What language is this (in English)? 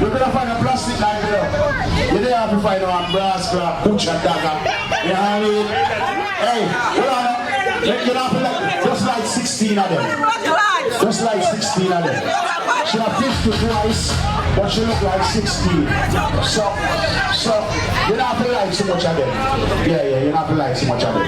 Jamaican Creole English